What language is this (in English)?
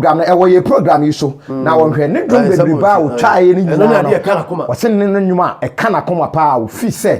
Akan